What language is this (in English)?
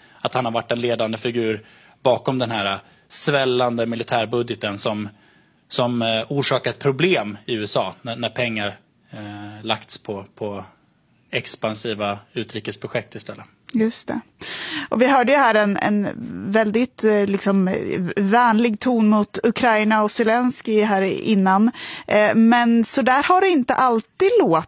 Swedish